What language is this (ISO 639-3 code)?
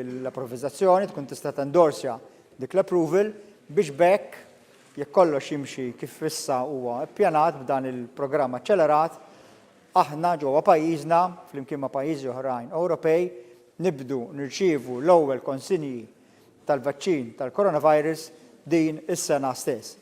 mlt